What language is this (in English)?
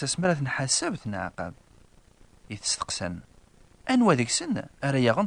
Kabyle